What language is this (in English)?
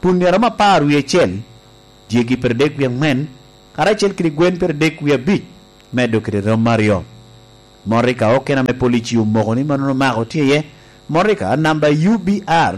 Lango (Uganda)